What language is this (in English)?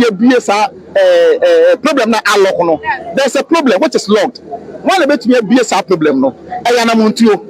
Akan